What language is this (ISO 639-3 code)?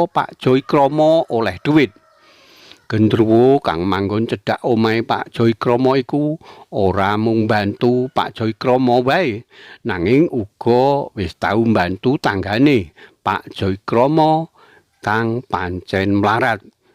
jav